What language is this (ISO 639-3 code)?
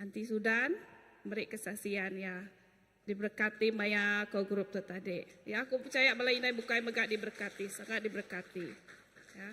iba